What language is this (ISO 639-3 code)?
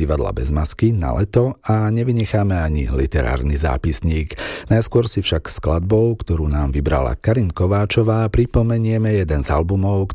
slk